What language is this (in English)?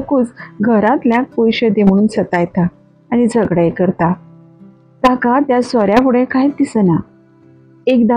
Konkani